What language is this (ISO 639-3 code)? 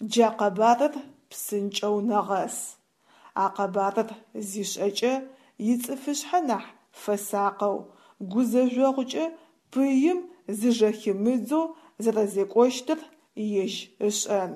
ady